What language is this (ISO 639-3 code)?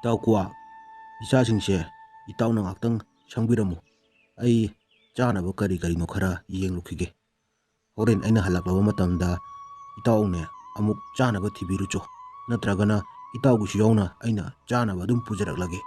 mni